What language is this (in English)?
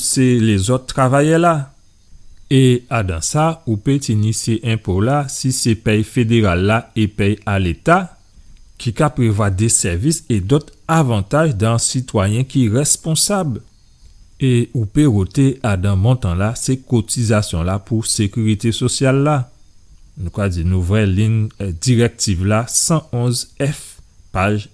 Guadeloupean Creole French